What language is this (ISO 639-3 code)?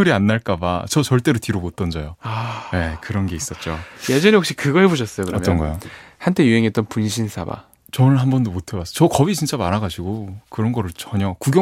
kor